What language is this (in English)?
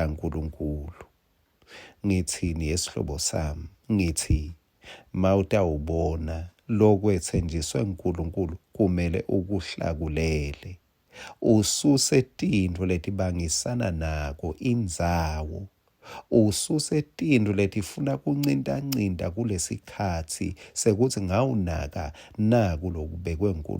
Swati